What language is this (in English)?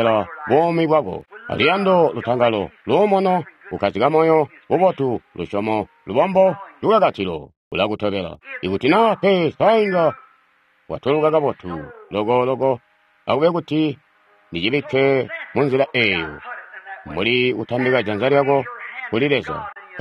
Tonga (Zambia)